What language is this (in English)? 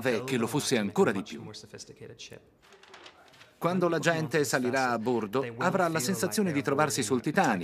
Italian